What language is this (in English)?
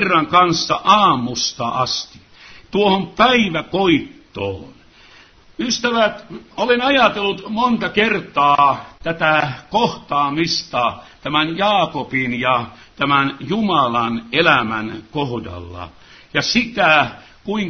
Finnish